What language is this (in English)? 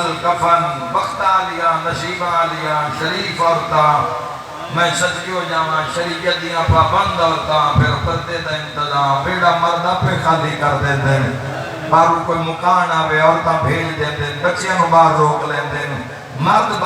Saraiki